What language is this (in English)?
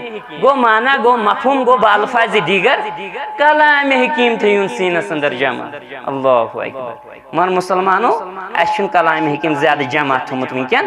Kashmiri